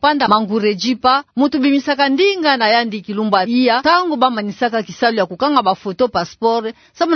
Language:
Kituba (Democratic Republic of Congo)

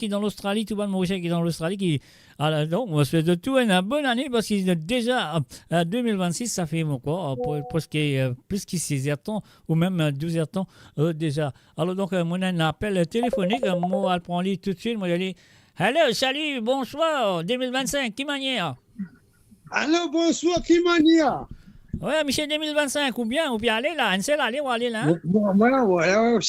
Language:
Morisyen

